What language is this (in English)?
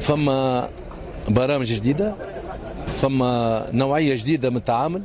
Tunisian Arabic